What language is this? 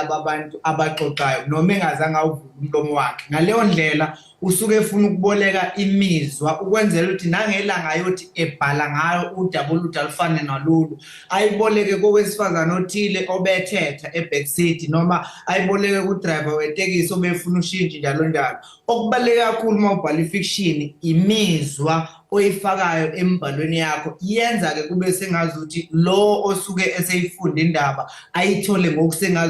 Zulu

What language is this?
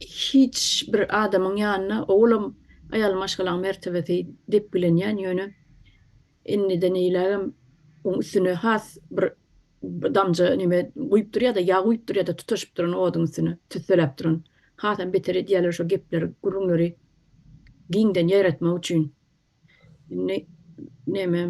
Turkmen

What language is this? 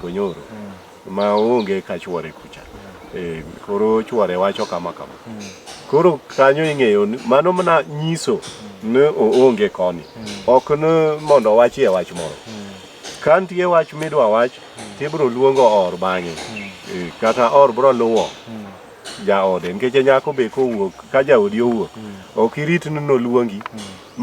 Luo (Kenya and Tanzania)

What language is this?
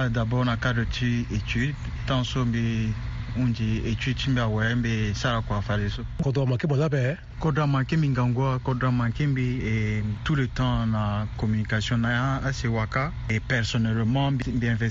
Sango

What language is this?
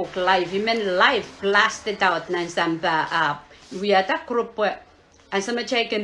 Pohnpeian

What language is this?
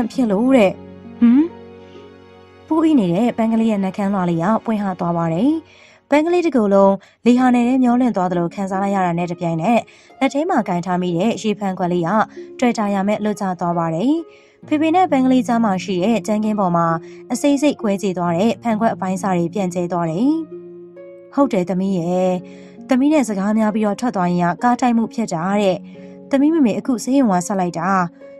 Burmese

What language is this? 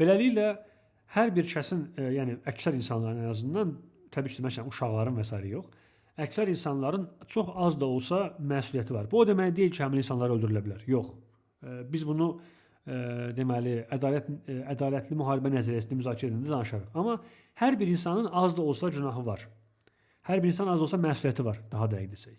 Azerbaijani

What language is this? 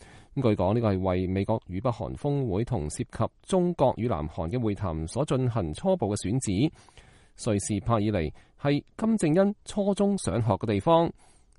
Cantonese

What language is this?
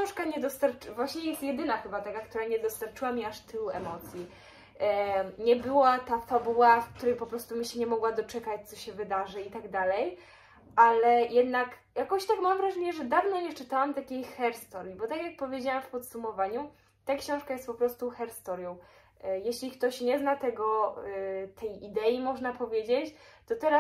Polish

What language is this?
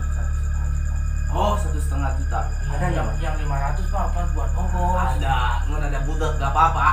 Betawi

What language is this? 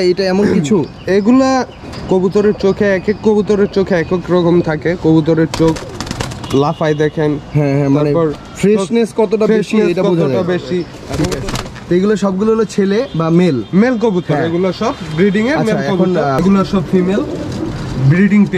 Bangla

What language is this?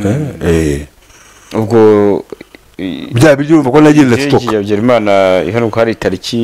Kinyarwanda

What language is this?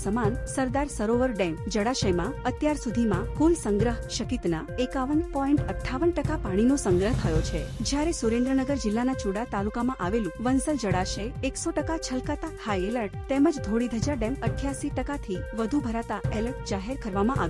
Gujarati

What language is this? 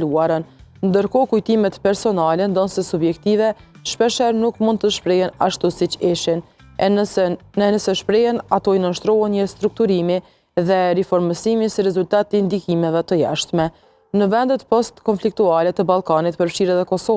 Albanian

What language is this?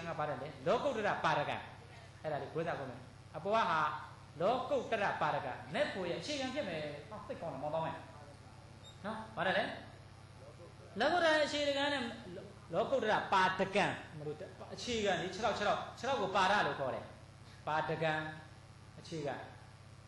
Burmese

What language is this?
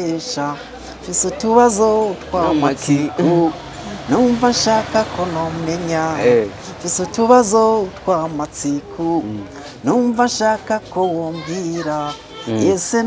Rundi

